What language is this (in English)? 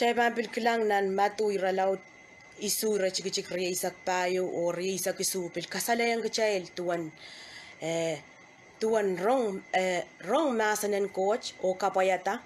Pohnpeian